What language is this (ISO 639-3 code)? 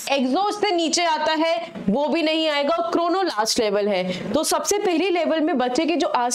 hin